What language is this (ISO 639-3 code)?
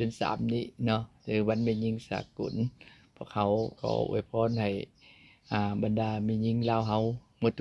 lao